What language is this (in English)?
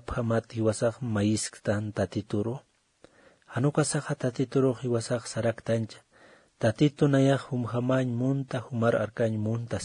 Aymara